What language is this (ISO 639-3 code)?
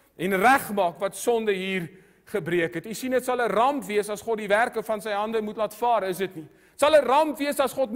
afr